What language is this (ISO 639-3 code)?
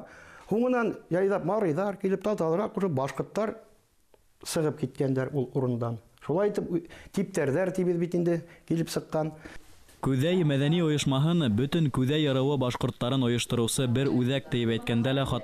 bak